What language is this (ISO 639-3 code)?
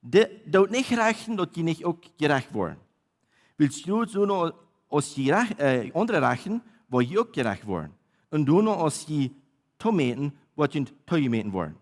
pdt